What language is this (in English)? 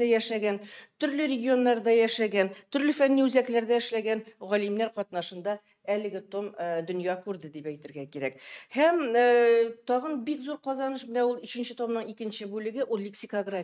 Tatar